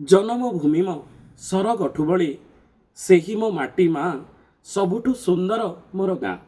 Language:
Odia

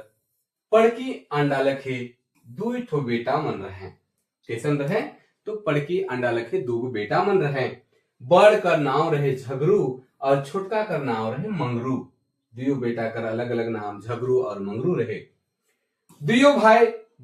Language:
Sadri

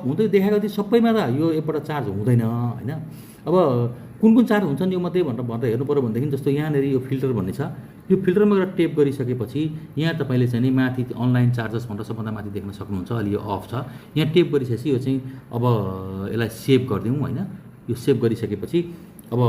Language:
Nepali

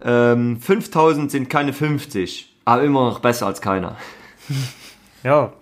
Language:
Luxembourgish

